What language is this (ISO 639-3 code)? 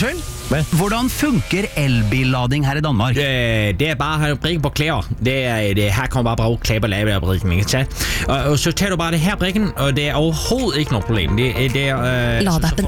nor